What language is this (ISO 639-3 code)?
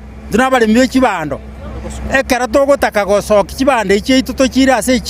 guz